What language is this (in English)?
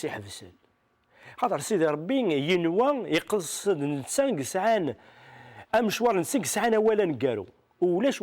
Kabyle